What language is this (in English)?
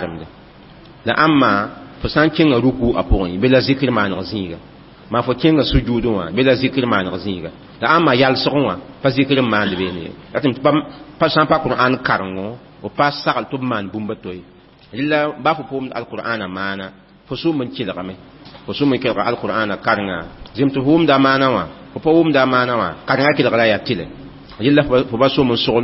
Mossi